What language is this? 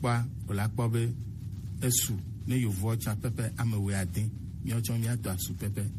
Gen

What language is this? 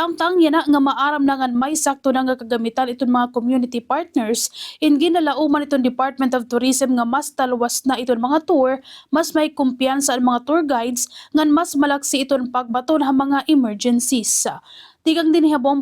Waray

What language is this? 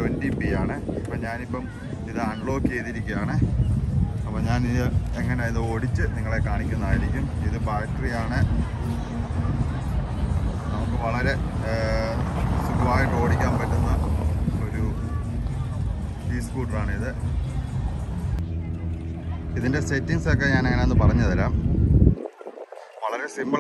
Malayalam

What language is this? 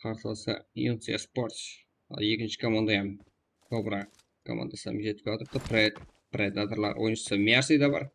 Kara-Kalpak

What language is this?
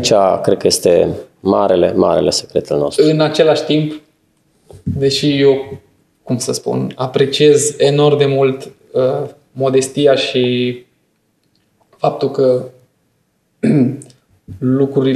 Romanian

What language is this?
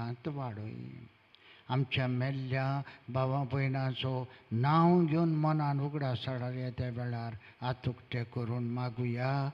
Konkani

